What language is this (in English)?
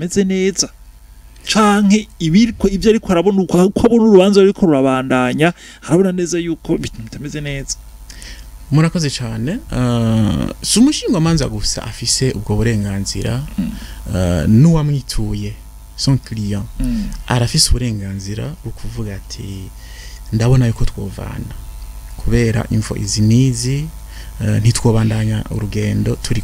Rundi